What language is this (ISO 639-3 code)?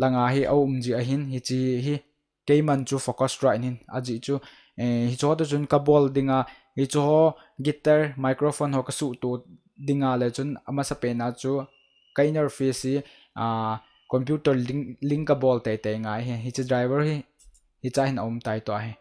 tcz